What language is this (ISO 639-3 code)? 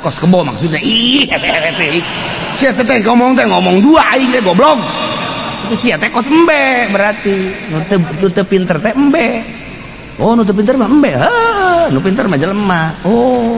sun